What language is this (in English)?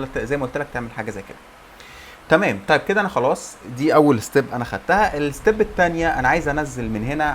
Egyptian Arabic